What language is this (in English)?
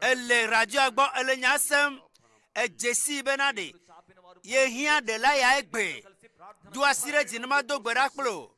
Ewe